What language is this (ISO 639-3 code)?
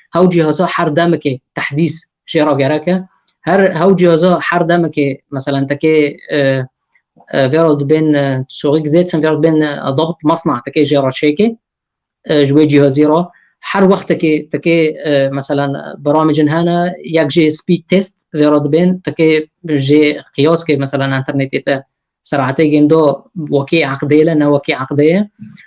kur